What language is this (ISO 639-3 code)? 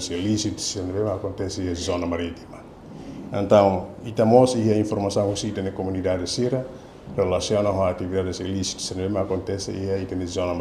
tet